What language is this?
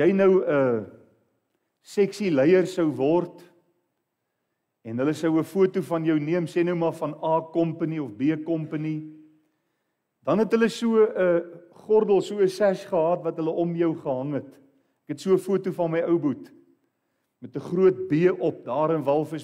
Afrikaans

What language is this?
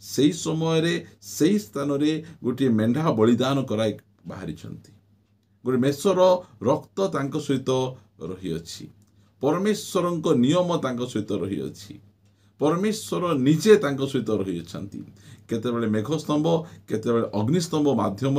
Odia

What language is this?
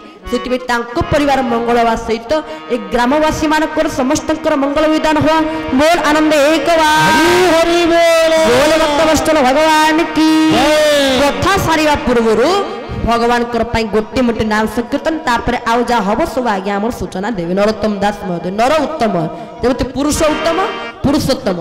Odia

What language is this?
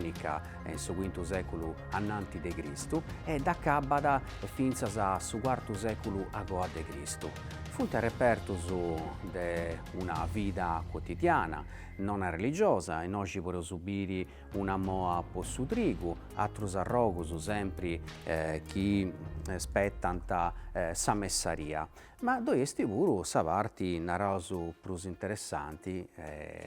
Sardinian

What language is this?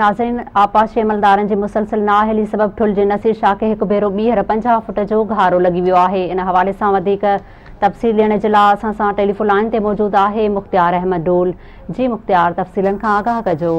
Sindhi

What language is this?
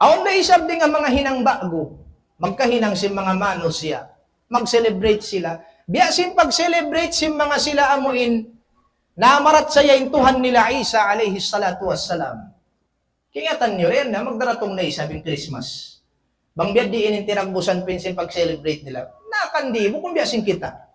Tausug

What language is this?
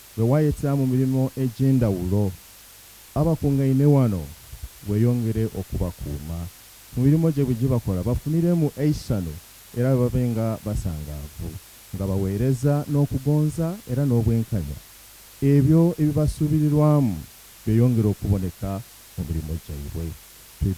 Soga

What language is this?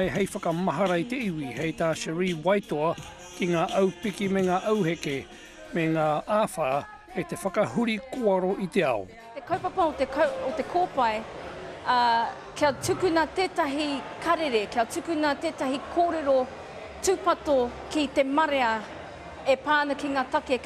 Māori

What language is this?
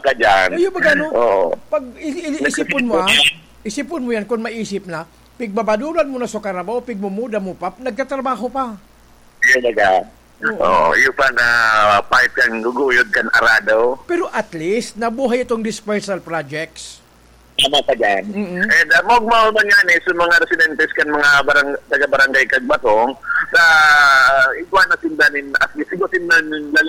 Bikol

